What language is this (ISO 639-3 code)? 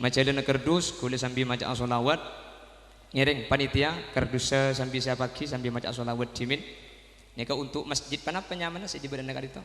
mad